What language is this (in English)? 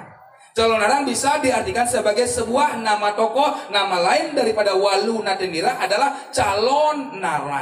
Balinese